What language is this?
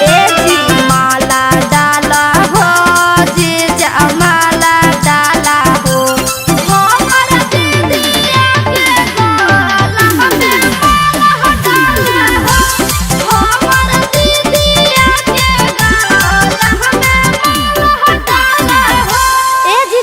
Magahi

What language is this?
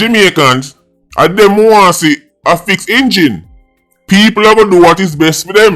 Jamaican Creole English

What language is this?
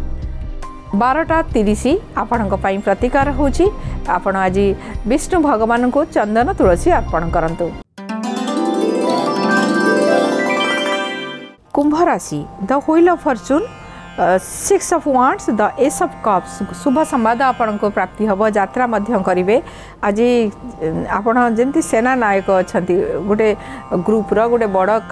Odia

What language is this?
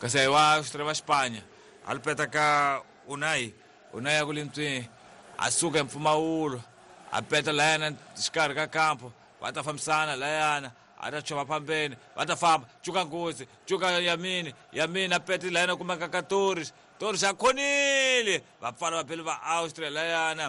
Tsonga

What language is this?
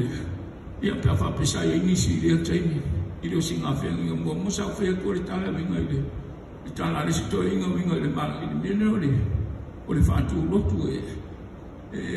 Samoan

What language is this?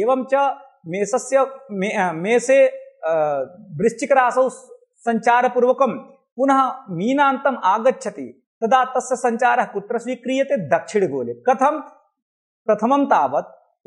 Sanskrit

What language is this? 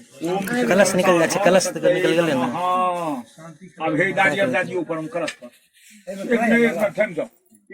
Maithili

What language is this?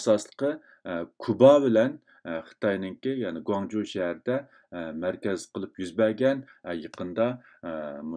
Uyghur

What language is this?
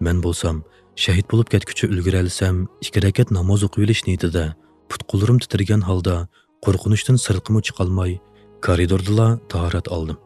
Uyghur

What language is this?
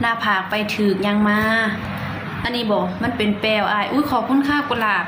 Northeastern Thai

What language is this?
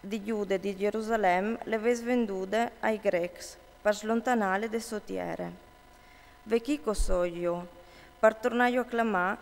Friulian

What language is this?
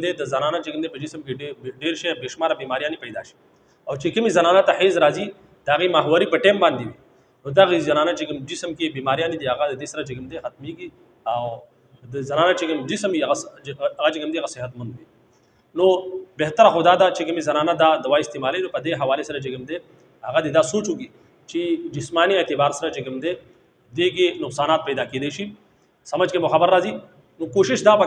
Pashto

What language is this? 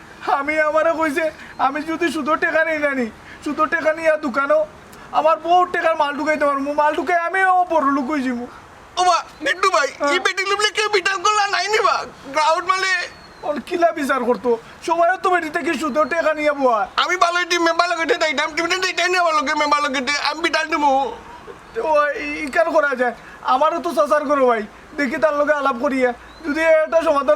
Sylheti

